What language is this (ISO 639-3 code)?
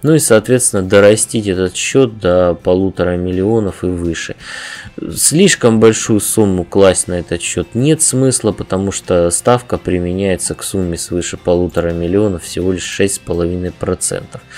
rus